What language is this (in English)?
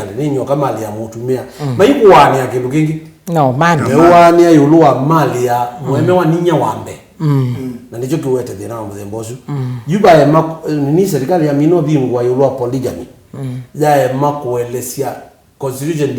Kamba